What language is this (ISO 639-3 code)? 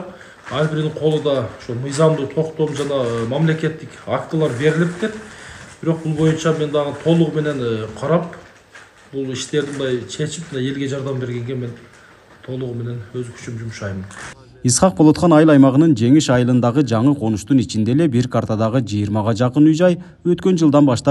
kir